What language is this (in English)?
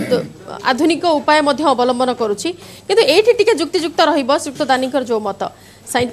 Odia